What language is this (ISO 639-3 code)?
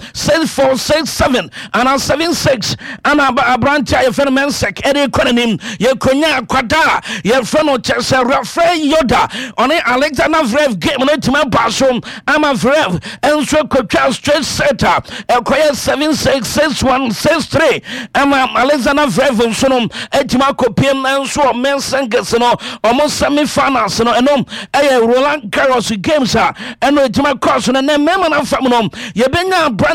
aka